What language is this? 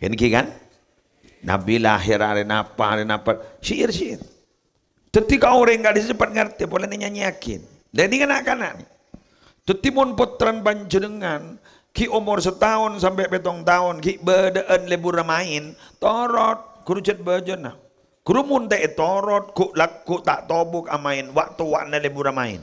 Madurese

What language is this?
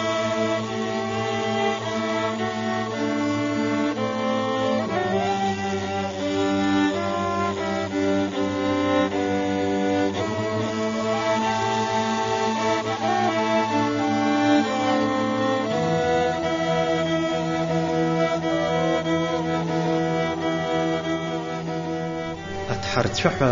Abkhazian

